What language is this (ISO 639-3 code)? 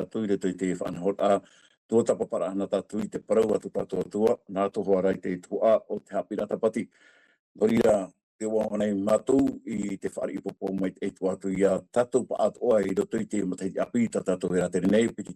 tah